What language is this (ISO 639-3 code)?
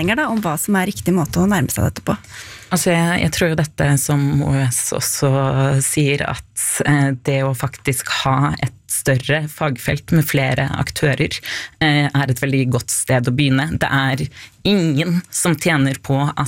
nor